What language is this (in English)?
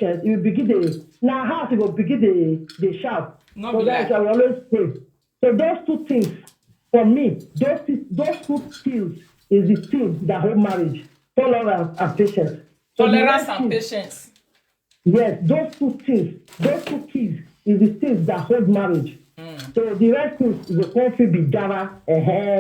Nigerian Pidgin